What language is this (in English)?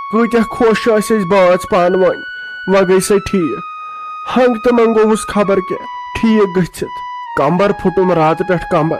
Kashmiri